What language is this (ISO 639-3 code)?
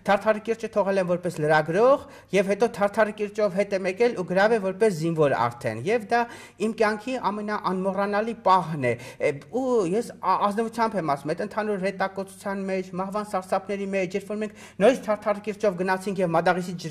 hye